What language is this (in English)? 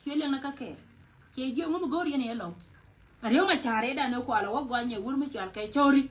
Nuer